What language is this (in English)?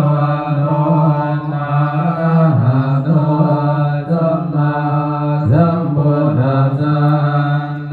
Pali